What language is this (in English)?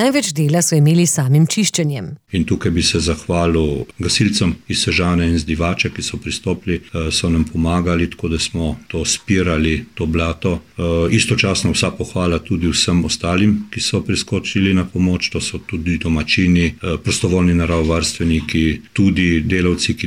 Slovenian